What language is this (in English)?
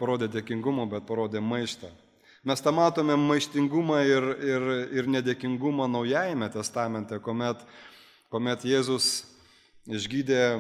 Lithuanian